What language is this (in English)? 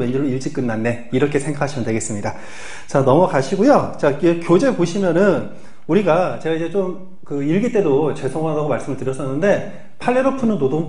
Korean